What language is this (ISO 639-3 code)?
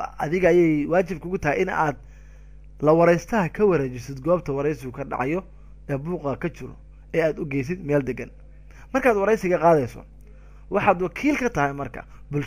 som